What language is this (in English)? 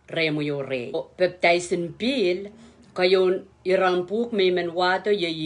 Pohnpeian